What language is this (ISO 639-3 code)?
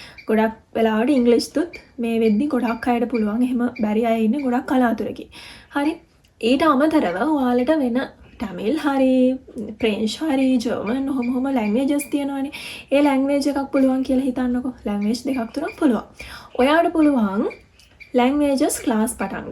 sin